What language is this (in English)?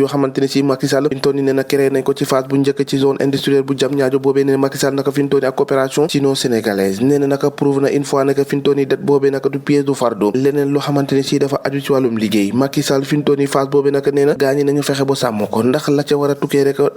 Wolof